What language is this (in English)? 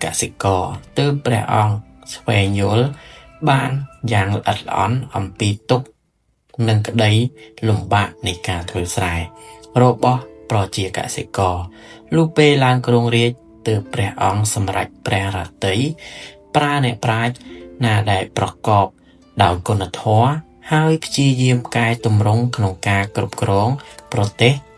Khmer